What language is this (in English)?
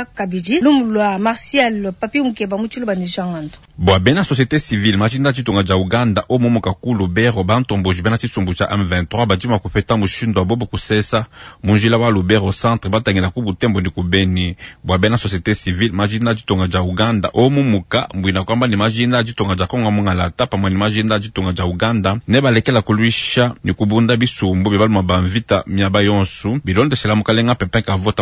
Luba-Lulua